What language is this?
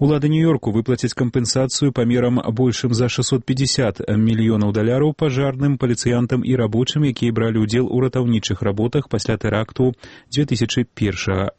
Belarusian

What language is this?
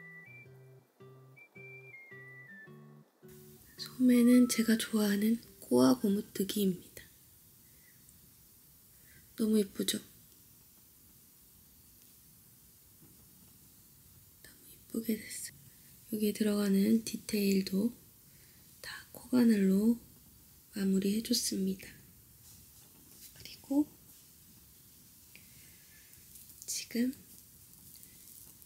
Korean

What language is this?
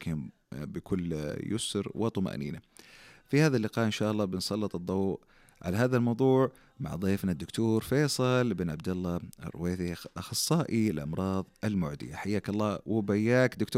Najdi Arabic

